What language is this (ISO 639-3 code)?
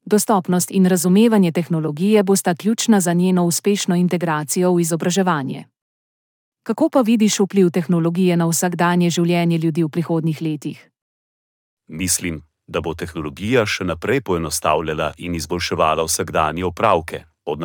slv